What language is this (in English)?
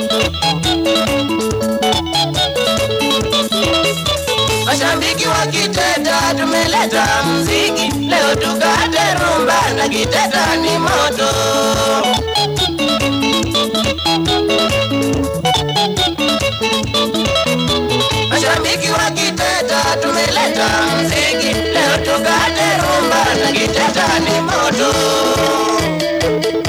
Swahili